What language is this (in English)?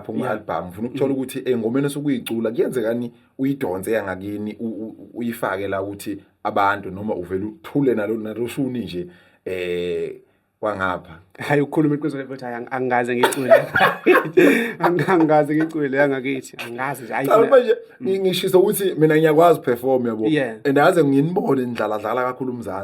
Zulu